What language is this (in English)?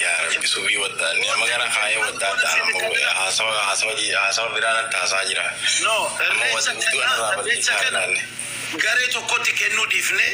Oromo